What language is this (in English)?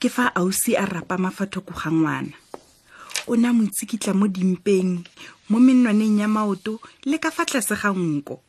Tswana